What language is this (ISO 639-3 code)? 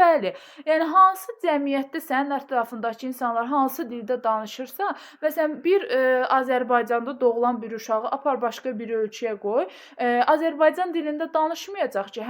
aze